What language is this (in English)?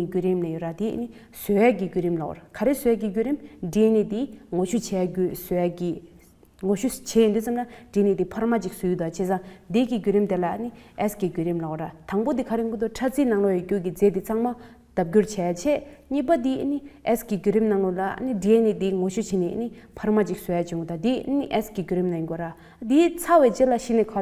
Tibetan